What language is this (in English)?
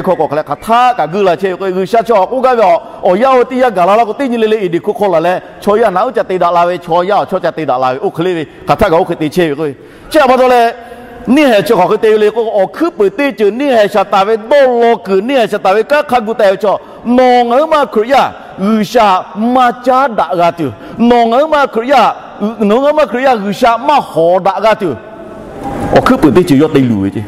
Lahu